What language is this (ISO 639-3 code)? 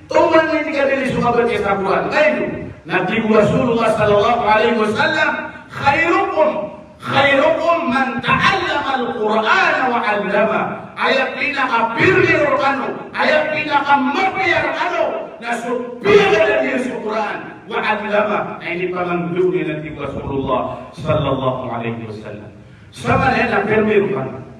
mrw